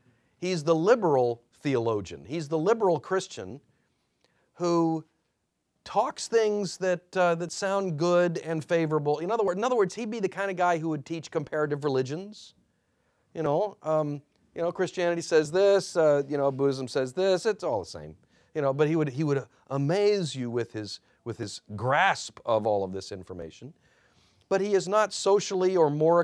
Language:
English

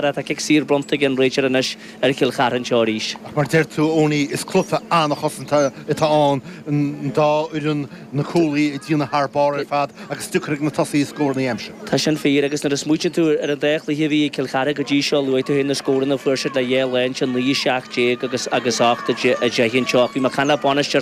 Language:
Irish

